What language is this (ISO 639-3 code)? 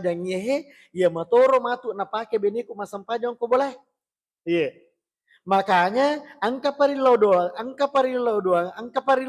bug